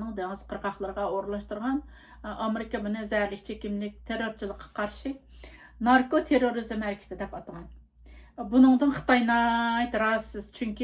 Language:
Uyghur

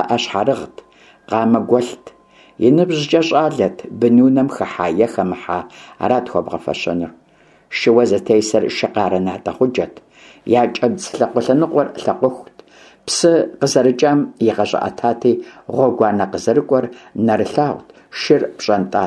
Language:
Kabardian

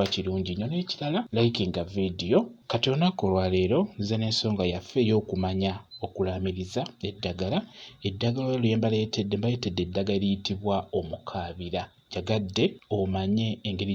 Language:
Ganda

